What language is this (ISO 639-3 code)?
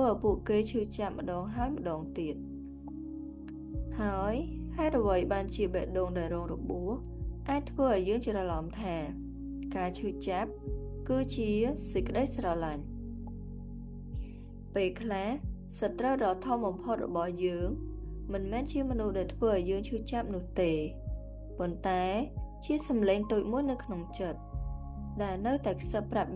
khm